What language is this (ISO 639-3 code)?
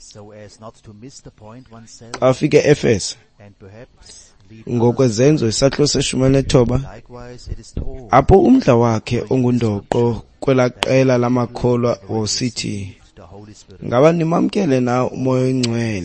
xho